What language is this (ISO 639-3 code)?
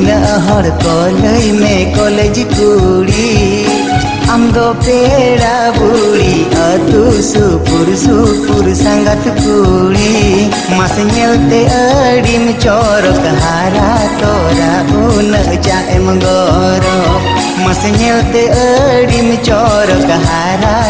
sat